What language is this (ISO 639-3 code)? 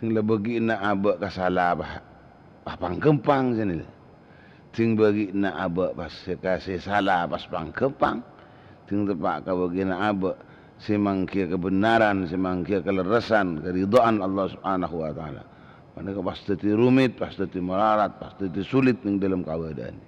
mad